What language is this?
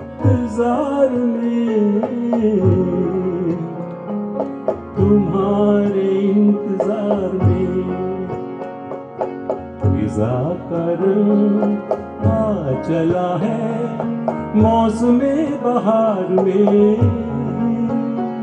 Hindi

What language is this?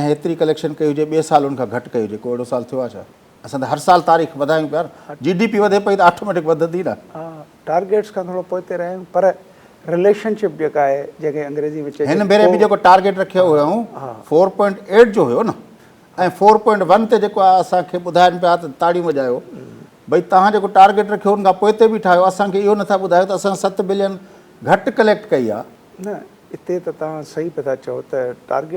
Sindhi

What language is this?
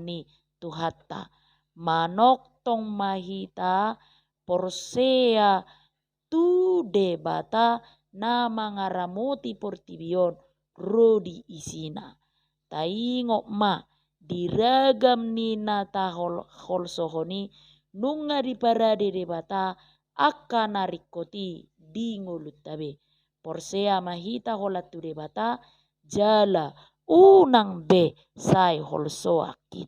Batak Toba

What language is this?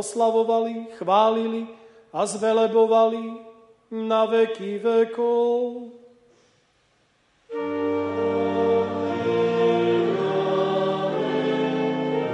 Slovak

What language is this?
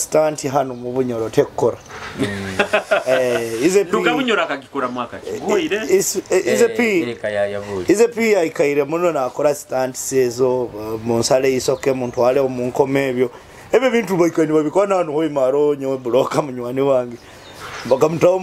Nyoro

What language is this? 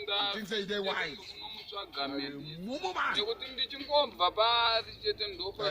Shona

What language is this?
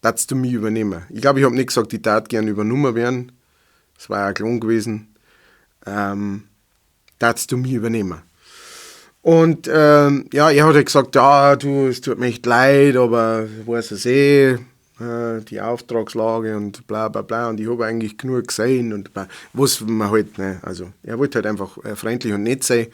Bavarian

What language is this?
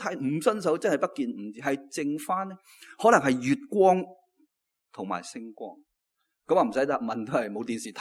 Cantonese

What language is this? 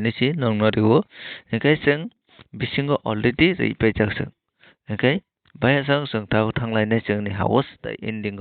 Kok Borok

